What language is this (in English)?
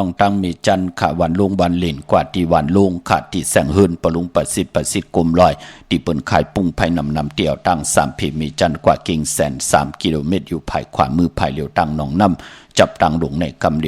Shan